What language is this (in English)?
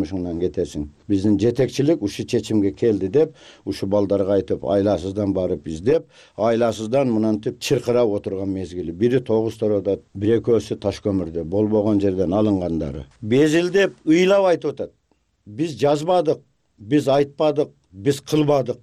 Kyrgyz